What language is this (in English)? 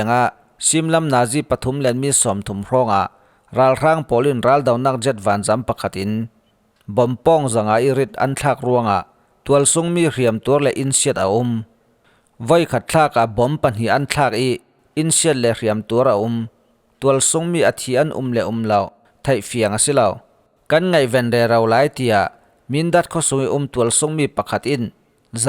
Falam Chin